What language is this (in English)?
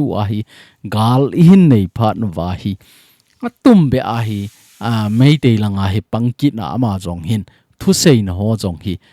Thado Chin